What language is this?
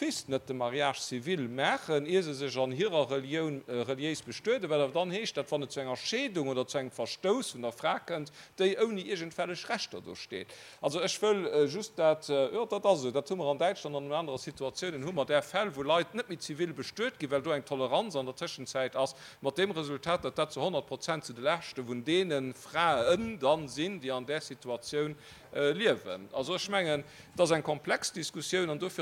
Luxembourgish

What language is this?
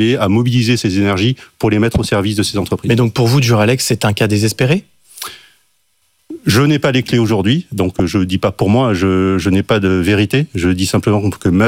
French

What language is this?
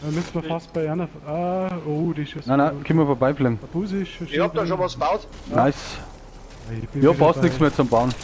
Bavarian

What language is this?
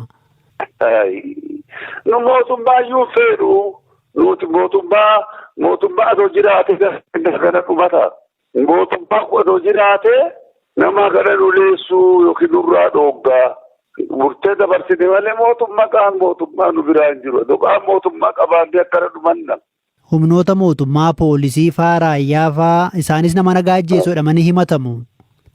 Oromo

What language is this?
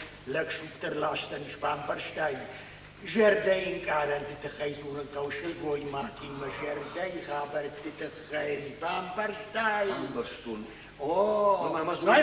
Ossetic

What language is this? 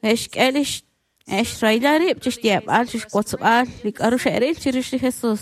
Kekchí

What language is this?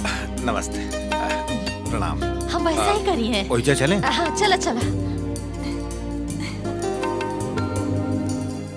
Bhojpuri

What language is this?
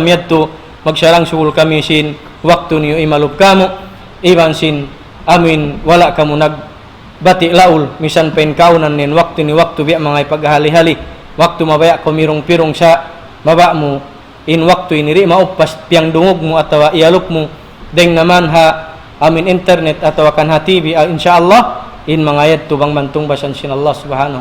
Tausug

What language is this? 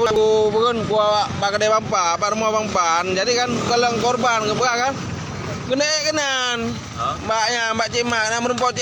Achinese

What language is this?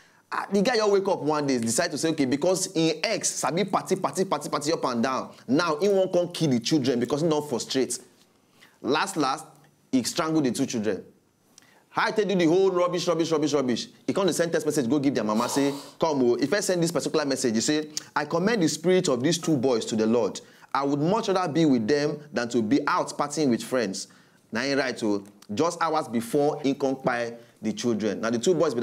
Nigerian Pidgin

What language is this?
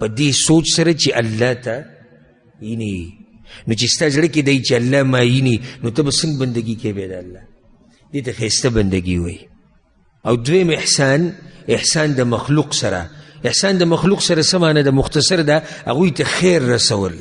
Pashto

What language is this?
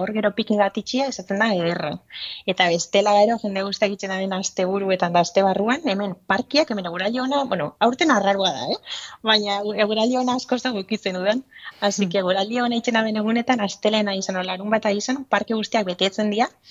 Basque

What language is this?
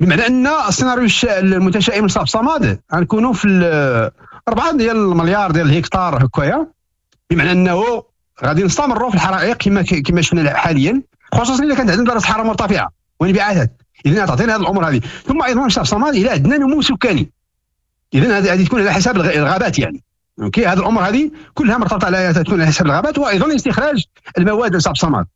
Moroccan Arabic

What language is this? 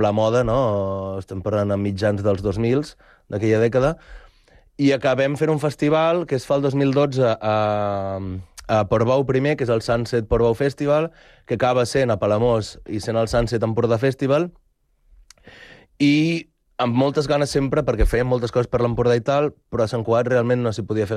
Catalan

